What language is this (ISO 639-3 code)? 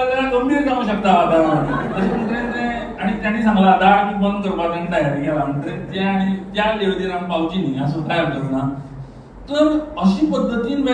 kok